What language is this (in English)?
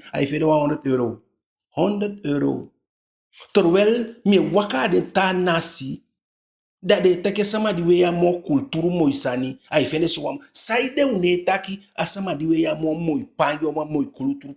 Eastern Maroon Creole